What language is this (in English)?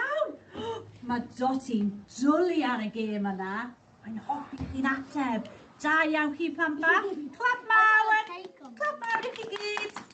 Welsh